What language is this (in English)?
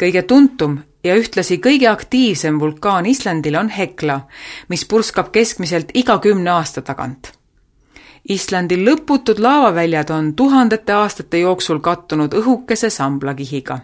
Estonian